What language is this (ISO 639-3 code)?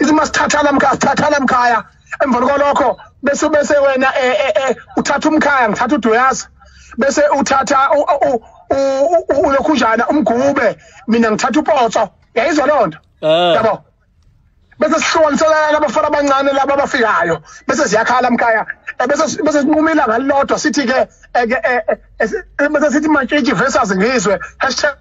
zul